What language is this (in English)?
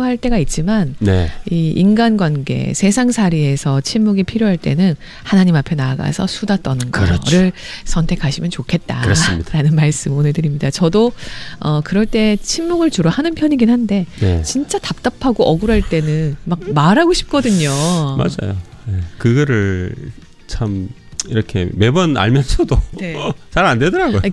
Korean